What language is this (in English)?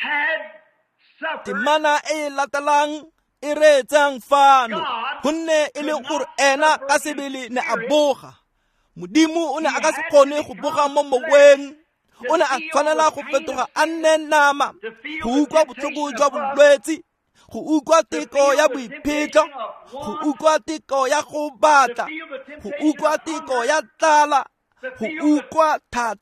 Tswana